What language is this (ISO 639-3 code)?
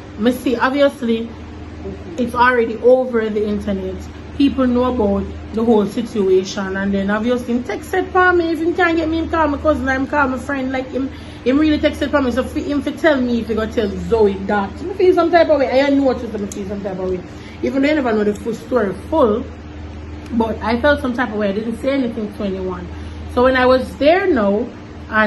jam